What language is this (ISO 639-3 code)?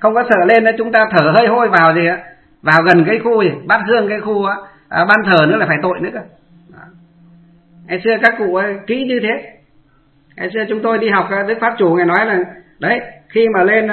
vie